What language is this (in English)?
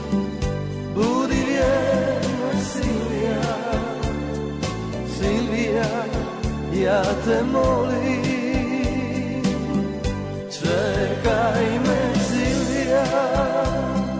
Croatian